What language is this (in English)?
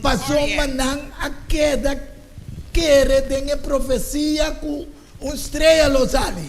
Papiamento